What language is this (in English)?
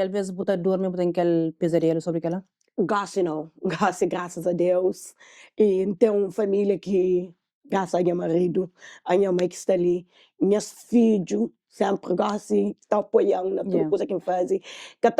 Kabuverdianu